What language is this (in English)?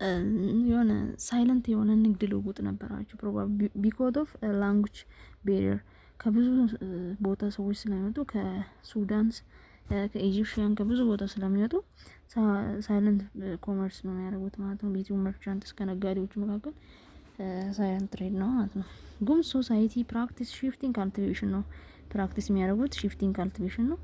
Amharic